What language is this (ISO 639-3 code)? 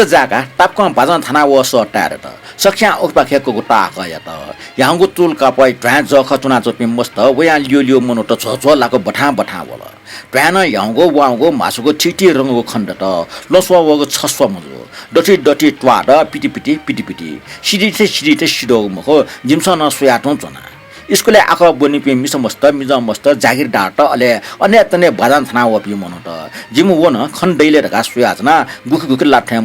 new